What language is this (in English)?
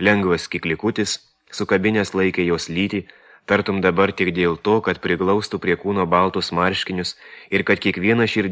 Lithuanian